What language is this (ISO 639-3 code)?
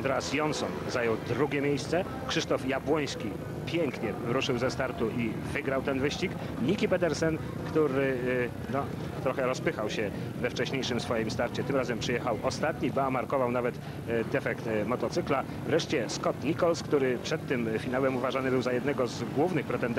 pol